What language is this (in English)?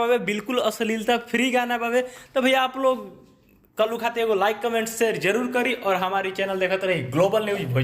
Bhojpuri